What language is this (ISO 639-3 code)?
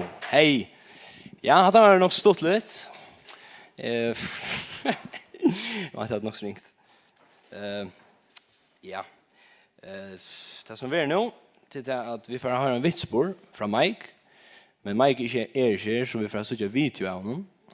fao